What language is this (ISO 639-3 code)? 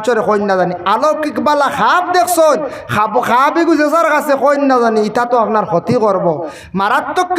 syl